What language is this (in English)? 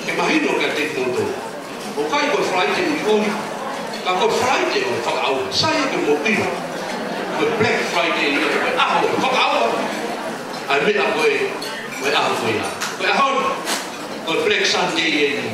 Tongan